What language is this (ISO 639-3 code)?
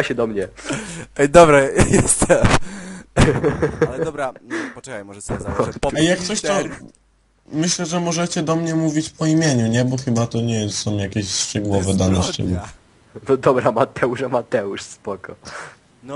pol